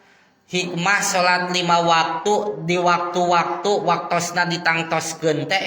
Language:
Sundanese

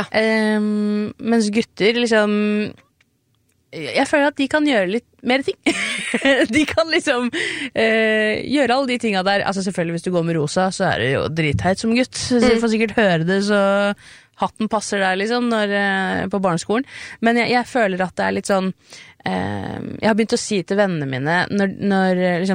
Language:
Norwegian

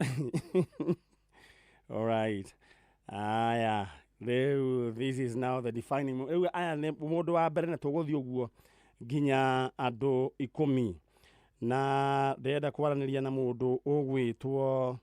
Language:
Kikuyu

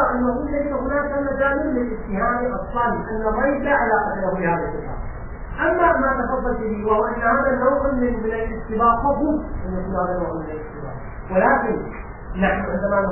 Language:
Arabic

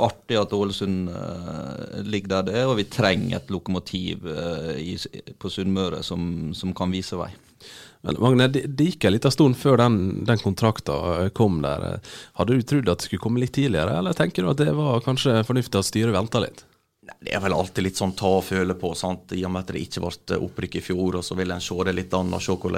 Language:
Norwegian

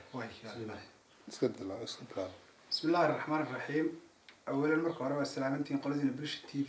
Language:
Somali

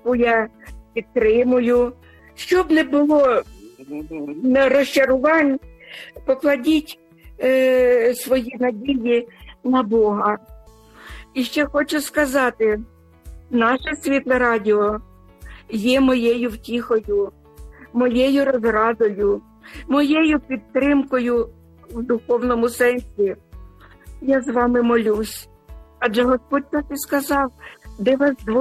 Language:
Ukrainian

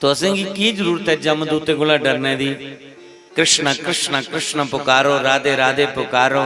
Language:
Dogri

